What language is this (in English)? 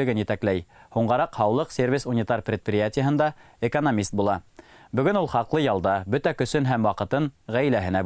Bashkir